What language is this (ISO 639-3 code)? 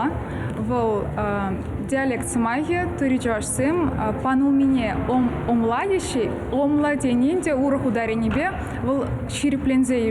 chv